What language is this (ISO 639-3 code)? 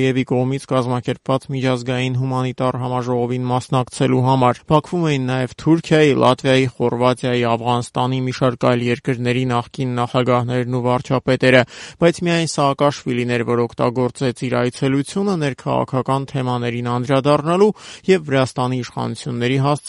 hye